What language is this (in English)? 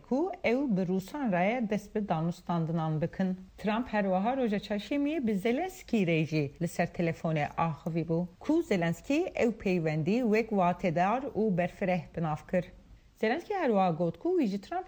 Kurdish